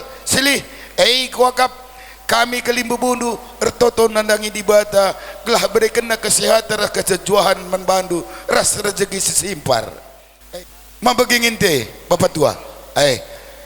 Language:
Batak Karo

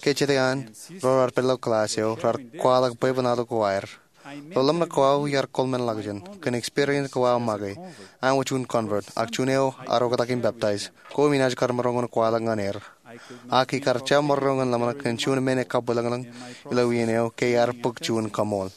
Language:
Marshallese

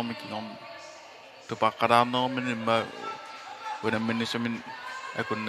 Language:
Kalaallisut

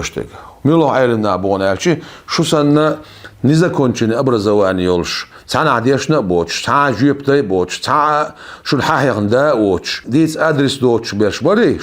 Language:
Chechen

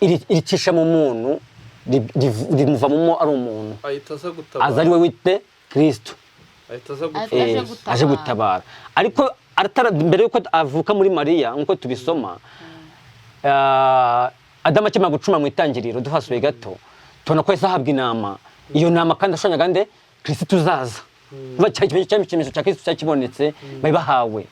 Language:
Kinyarwanda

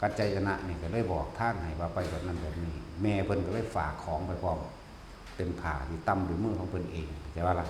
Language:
Northeastern Thai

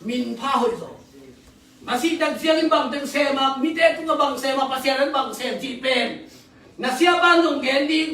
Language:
Tedim Chin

